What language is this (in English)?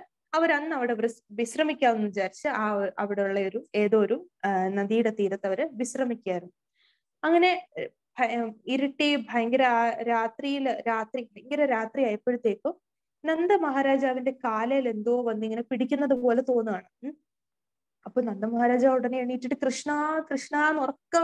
Malayalam